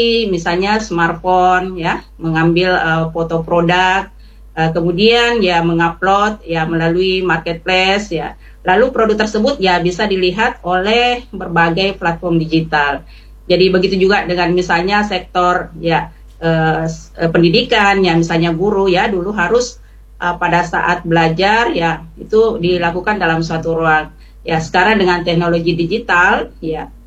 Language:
Indonesian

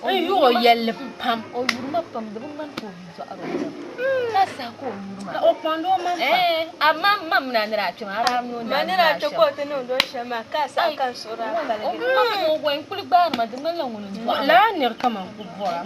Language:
Dagbani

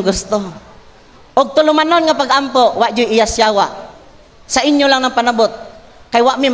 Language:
Cebuano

